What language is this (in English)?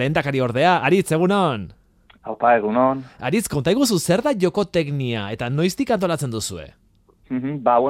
Basque